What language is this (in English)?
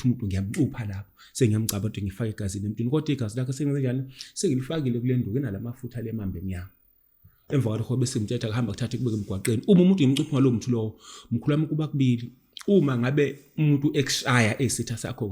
Zulu